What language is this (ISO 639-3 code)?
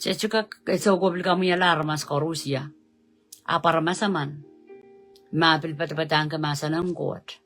pon